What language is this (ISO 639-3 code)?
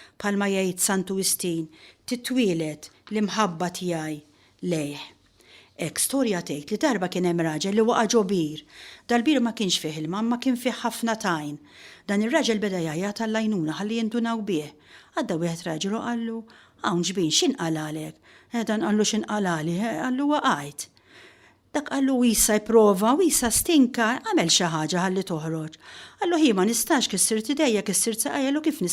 mlt